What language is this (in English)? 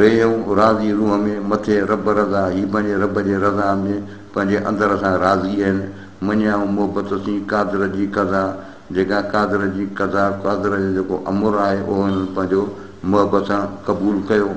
Sindhi